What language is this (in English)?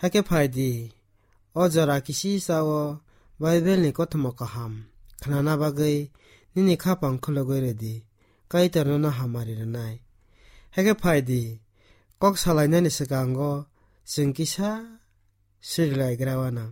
Kok Borok